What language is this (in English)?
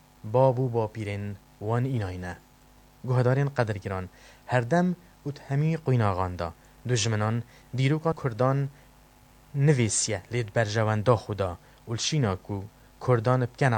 Kurdish